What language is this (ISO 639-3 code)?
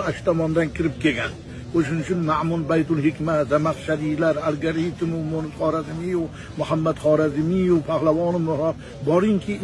uzb